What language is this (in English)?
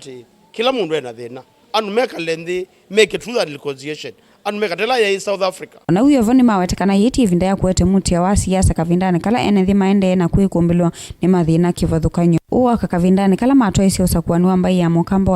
Kamba